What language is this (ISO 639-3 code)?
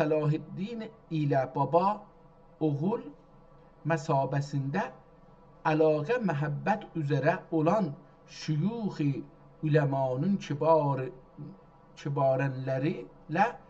azb